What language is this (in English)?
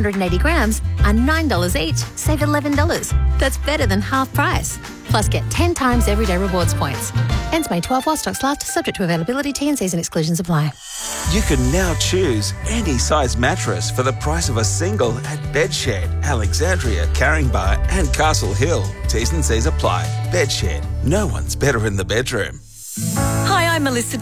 English